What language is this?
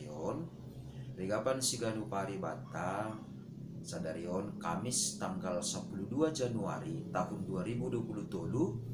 Batak Simalungun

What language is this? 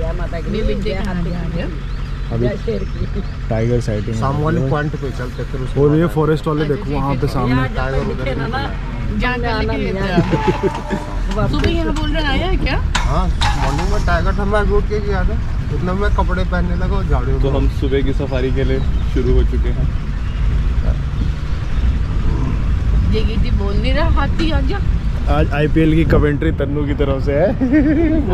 Hindi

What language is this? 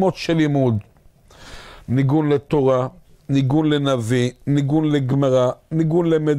Hebrew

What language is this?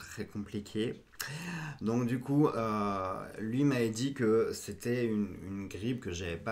French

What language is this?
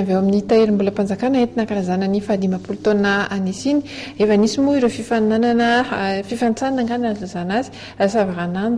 Malagasy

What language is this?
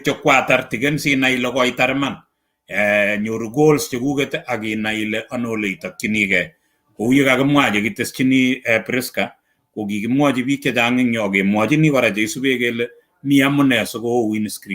Kalenjin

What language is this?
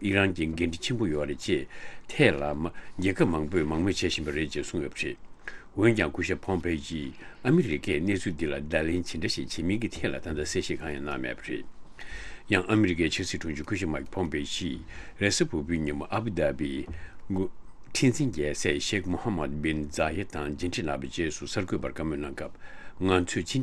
Tibetan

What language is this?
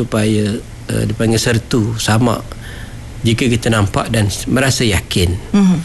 Malay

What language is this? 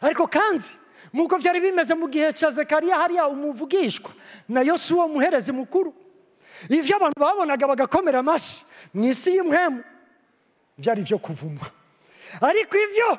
Rundi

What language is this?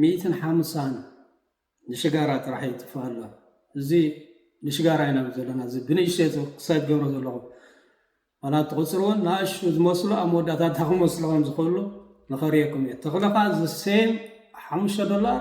Tigrinya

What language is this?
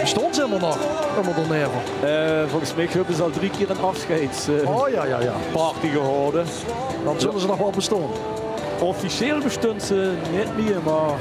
Limburgish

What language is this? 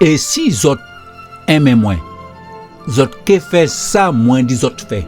Guadeloupean Creole French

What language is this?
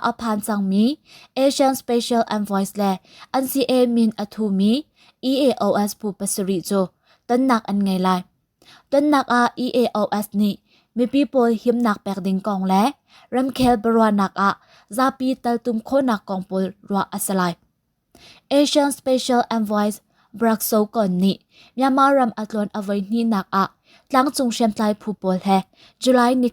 Hakha Chin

